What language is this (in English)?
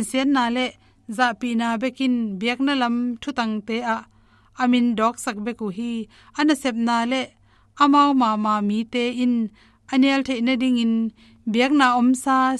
Tedim Chin